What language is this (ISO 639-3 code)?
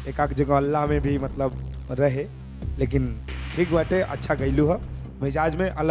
bho